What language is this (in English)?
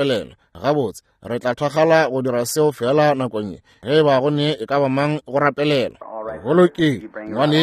Northern Sotho